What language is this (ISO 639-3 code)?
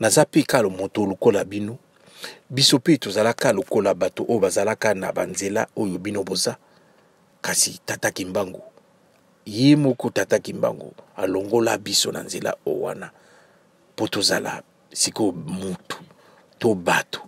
lin